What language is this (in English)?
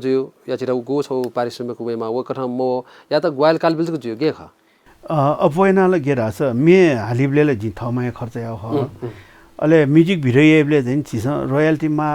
Newari